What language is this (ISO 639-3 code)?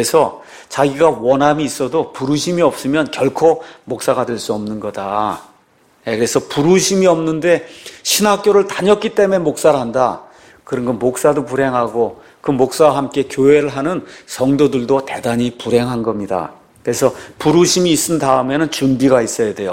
kor